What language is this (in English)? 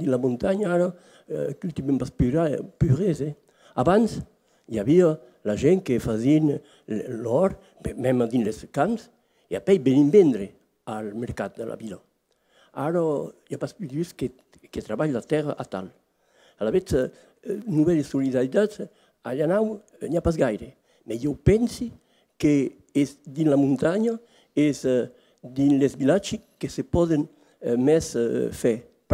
Occitan